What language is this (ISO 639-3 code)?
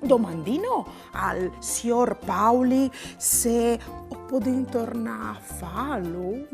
fur